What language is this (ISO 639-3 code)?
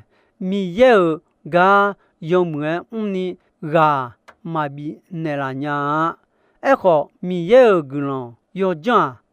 ahk